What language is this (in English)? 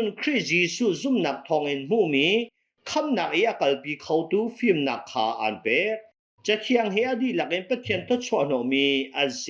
Hakha Chin